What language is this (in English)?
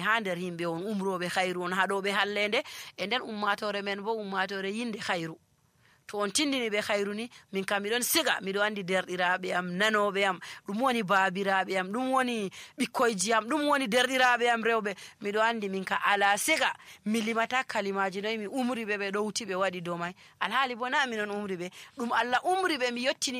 Nigerian Fulfulde